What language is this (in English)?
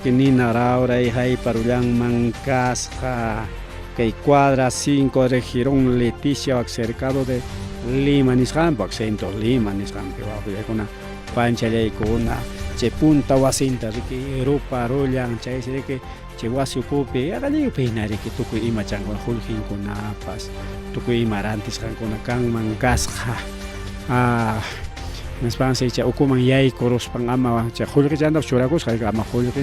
Ayacucho Quechua